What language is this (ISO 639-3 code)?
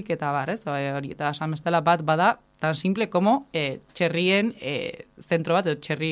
eus